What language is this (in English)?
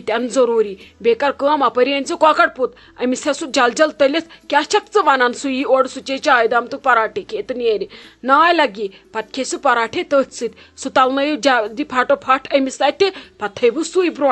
Kashmiri